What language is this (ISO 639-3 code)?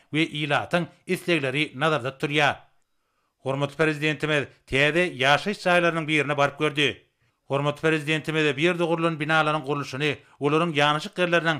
tuk